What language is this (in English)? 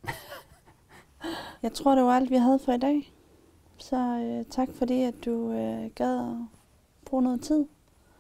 Danish